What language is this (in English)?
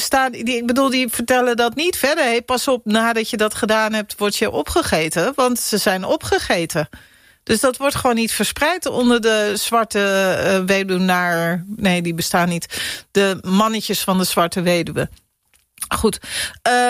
Dutch